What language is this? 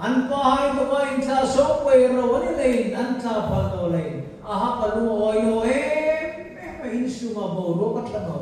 Hmar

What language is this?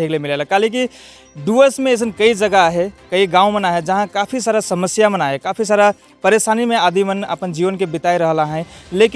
Sadri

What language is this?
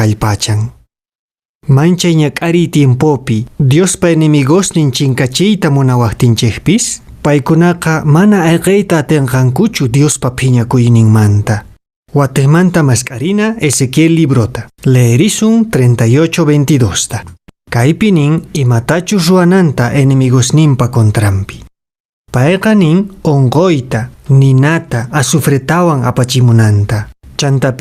Quechua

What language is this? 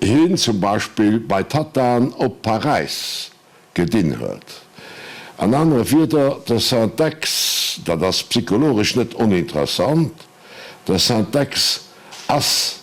Luxembourgish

